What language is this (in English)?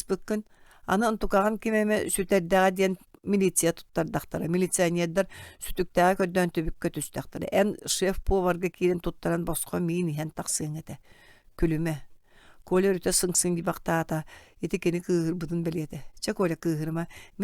Yakut